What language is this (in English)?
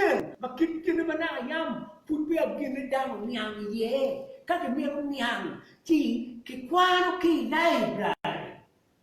Acoli